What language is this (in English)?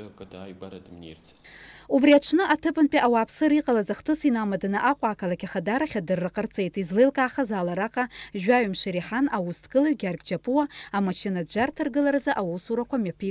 Abkhazian